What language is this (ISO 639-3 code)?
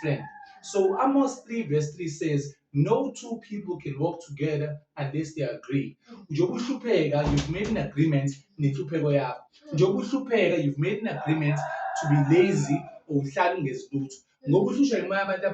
zul